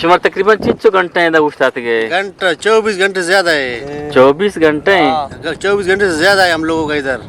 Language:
Eastern Balochi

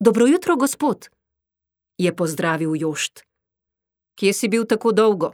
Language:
Slovenian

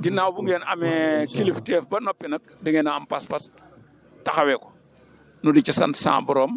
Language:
Wolof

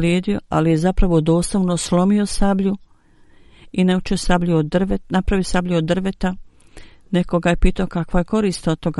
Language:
Bosnian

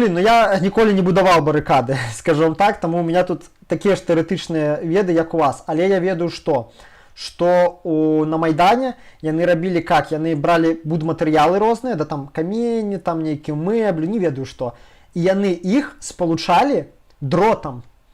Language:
Belarusian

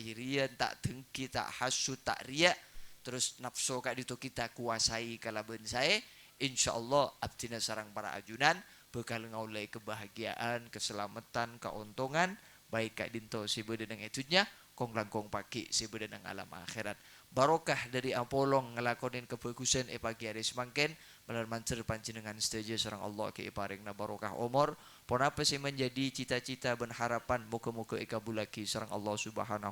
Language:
Madurese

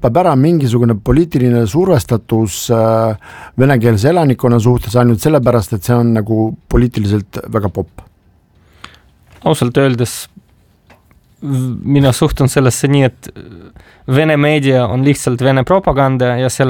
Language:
Estonian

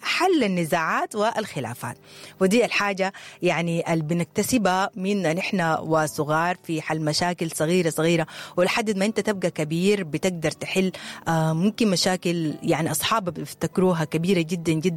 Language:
Sudanese Arabic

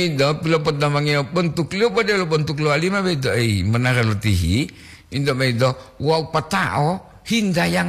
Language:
Gorontalo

